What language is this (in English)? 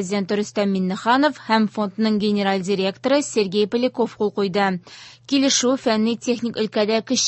Tatar